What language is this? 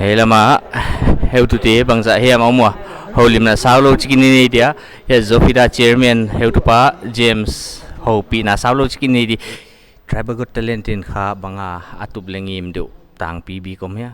Paite Chin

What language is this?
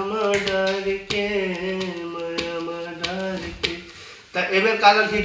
Chhattisgarhi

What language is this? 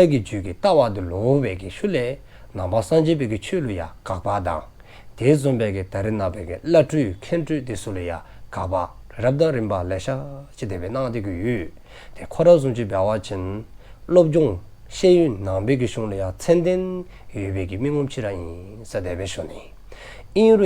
Dzongkha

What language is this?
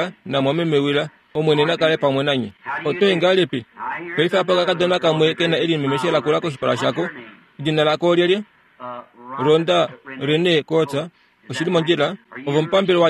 Kuanyama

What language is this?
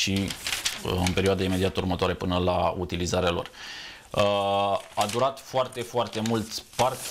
Romanian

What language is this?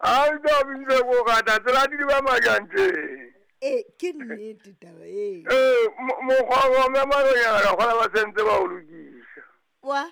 Southern Sotho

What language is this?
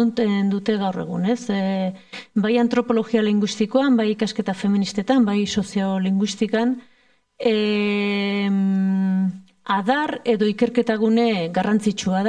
Basque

